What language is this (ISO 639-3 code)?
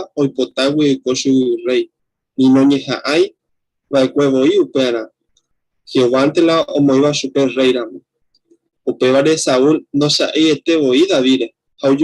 grn